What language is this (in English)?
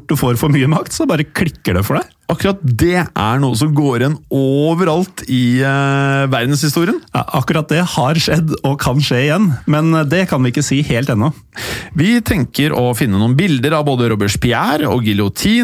Norwegian